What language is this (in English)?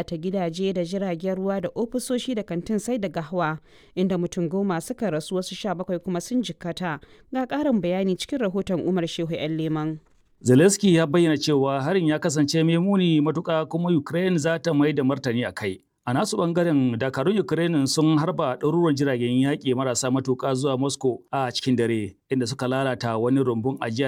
Hausa